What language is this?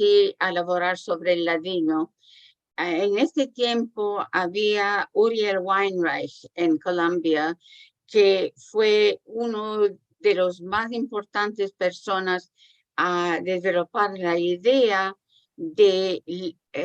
Ladino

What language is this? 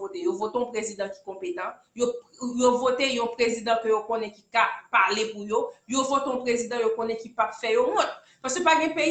Haitian Creole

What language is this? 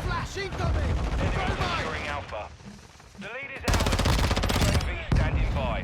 Welsh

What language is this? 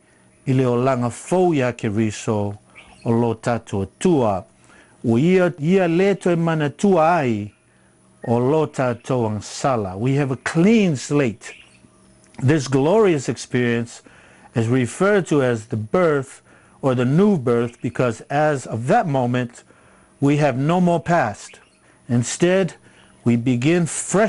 Samoan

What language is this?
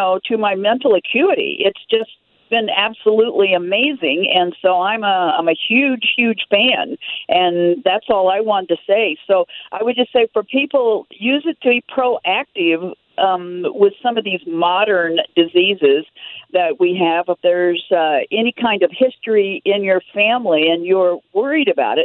English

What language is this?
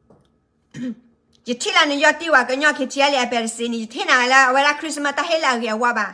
S'gaw Karen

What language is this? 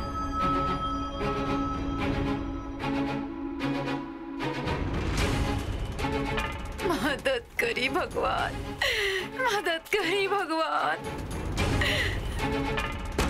Bhojpuri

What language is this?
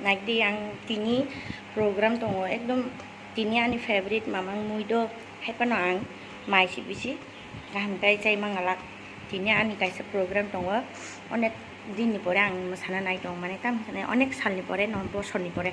Kok Borok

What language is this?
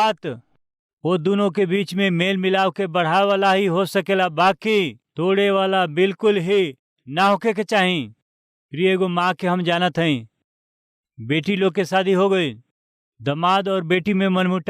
Bhojpuri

